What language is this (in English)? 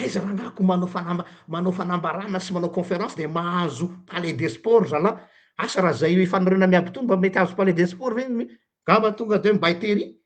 Malagasy